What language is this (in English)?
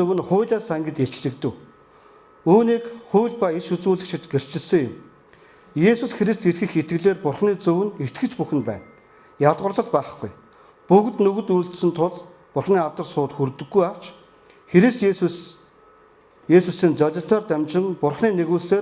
Mongolian